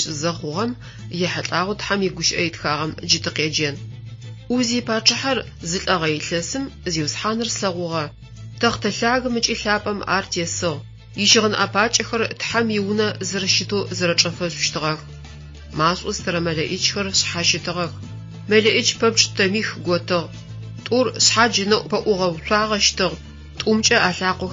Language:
Adyghe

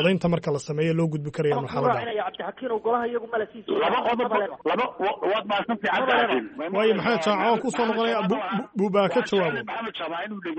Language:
Somali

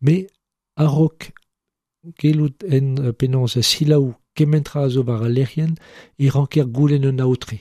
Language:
Breton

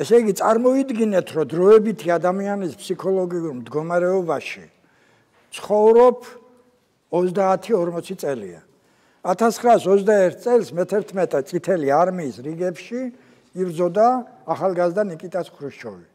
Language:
Georgian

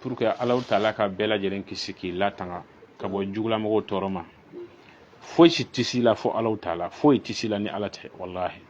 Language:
Bambara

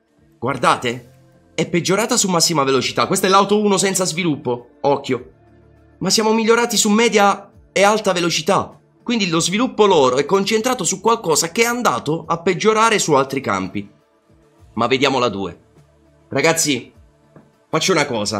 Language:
Italian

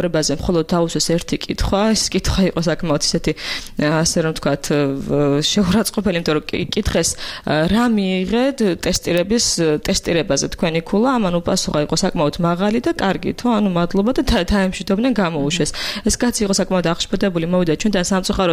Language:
Georgian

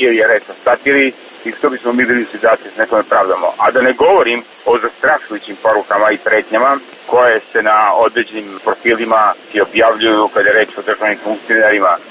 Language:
Serbian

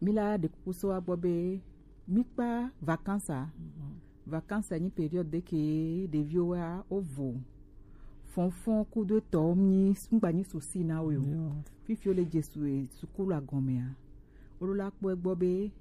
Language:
Gen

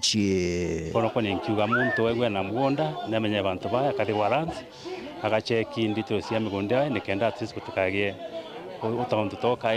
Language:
Meru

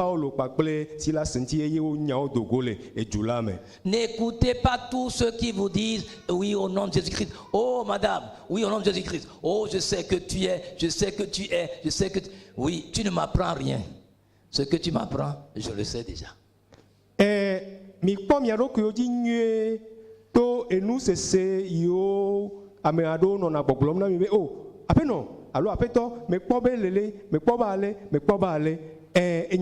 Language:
Ewe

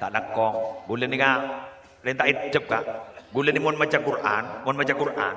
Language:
Madurese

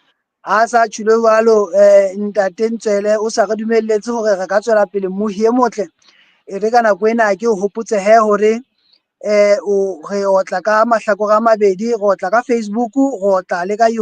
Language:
Southern Sotho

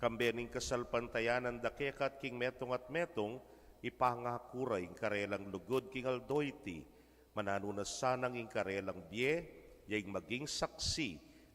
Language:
Pampanga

